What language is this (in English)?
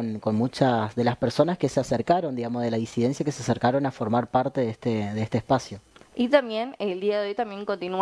Spanish